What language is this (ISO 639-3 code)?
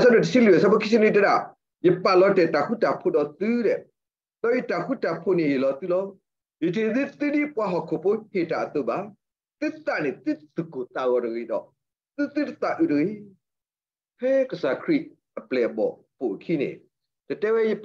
ksw